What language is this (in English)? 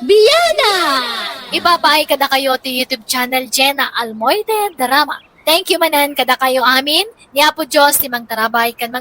Iloko